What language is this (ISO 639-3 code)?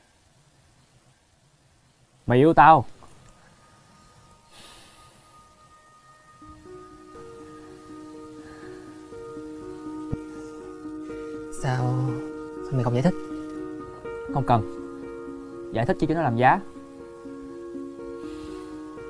vie